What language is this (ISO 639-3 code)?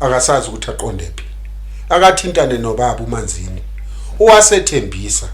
zul